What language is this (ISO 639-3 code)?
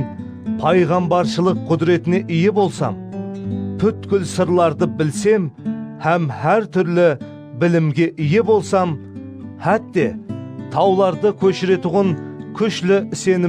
kaa